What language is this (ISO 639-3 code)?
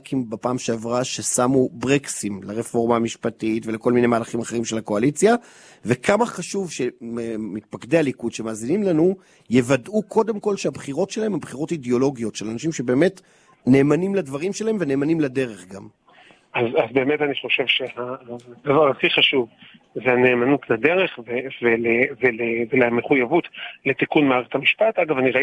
heb